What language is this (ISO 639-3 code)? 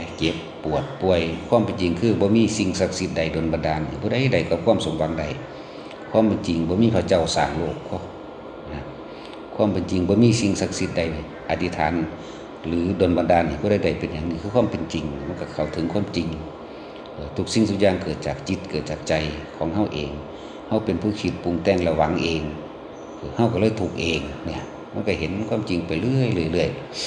tts